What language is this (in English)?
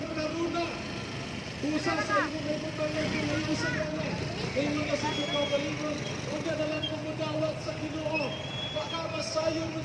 Cebuano